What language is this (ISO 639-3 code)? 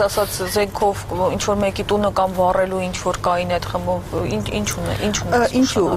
hye